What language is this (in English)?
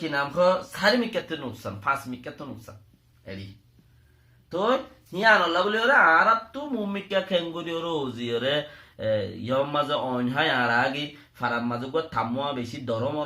Rohingya